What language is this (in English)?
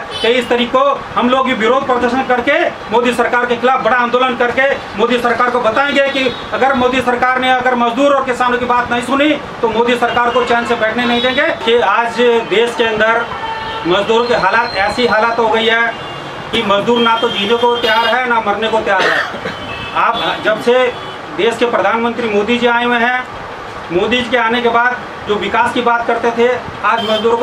Hindi